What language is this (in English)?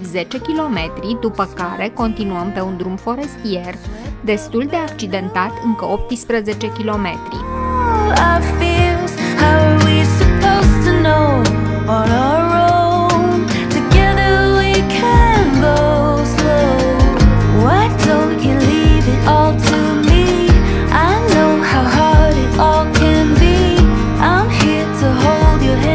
Romanian